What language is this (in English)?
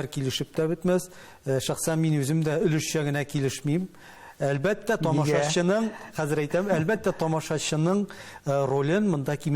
Tatar